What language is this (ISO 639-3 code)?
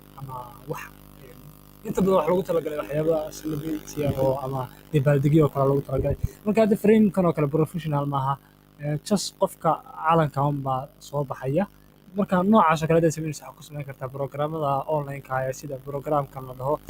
som